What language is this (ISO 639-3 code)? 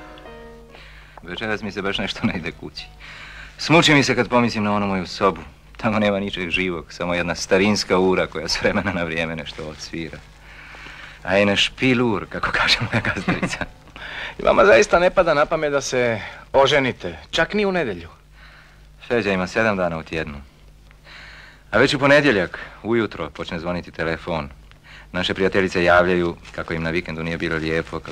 hrv